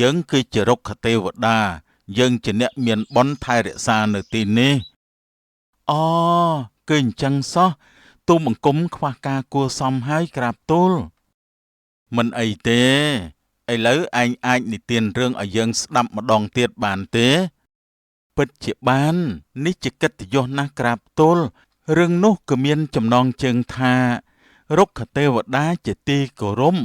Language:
Khmer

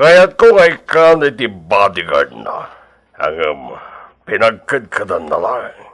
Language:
Iloko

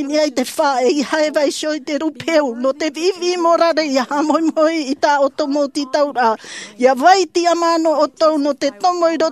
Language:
Tahitian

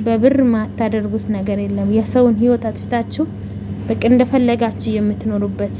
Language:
Amharic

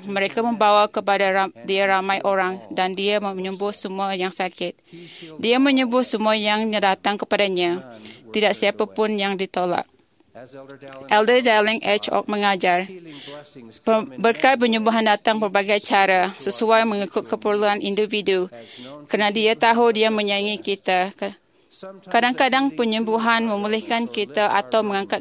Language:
Malay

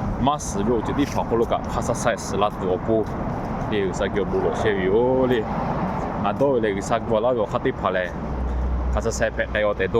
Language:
Lahu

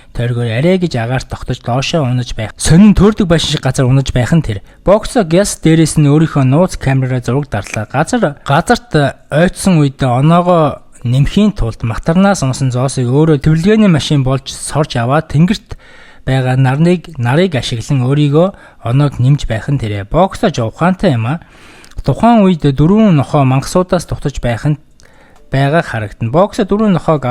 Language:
Mongolian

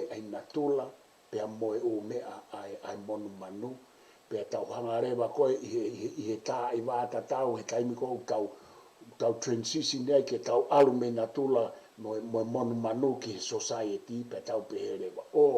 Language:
Tongan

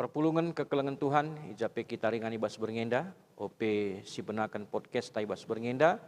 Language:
Batak Karo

